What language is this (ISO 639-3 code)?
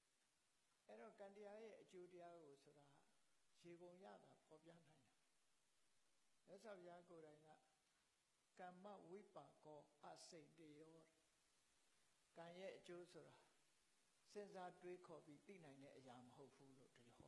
mya